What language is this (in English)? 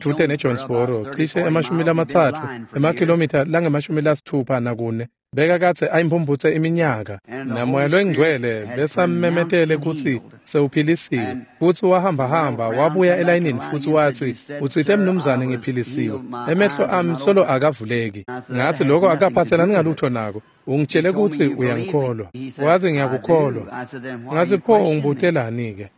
Swati